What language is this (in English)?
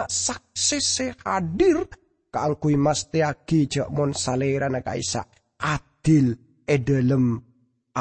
Madurese